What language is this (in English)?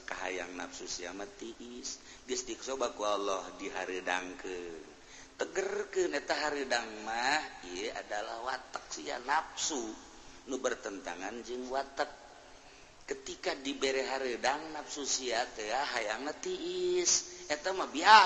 Sundanese